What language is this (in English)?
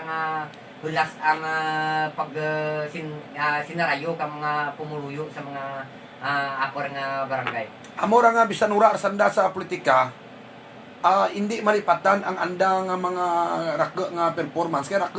Hiligaynon